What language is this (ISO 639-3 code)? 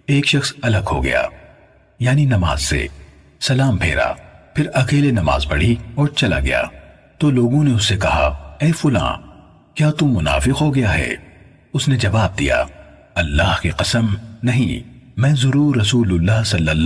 urd